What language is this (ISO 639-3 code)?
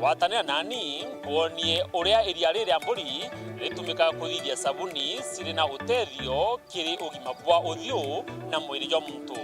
mer